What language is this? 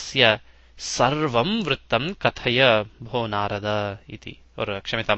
Sanskrit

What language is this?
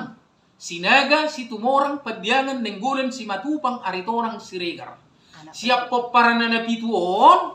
Batak Toba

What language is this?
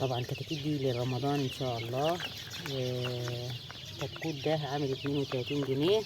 Egyptian Arabic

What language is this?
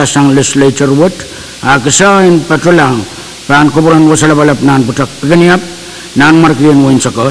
Pohnpeian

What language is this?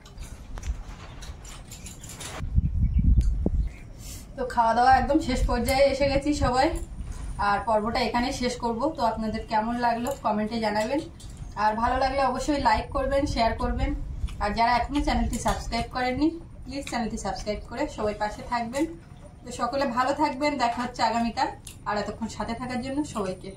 Bangla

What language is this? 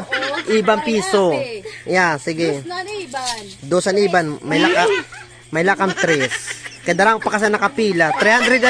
Waray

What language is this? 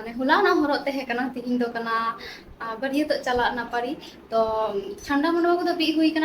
Santali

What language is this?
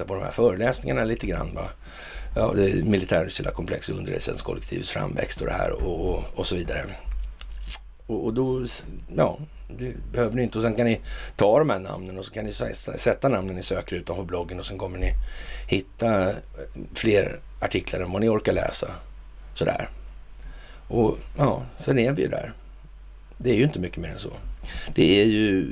Swedish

